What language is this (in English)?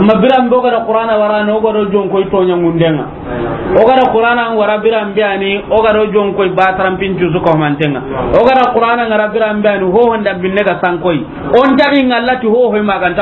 Soninke